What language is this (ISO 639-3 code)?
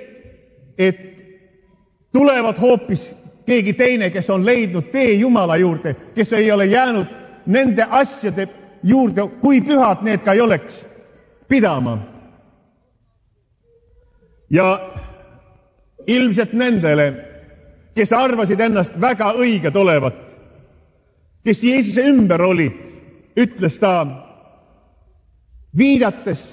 est